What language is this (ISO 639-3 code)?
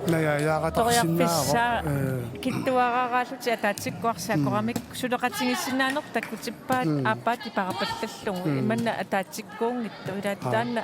kal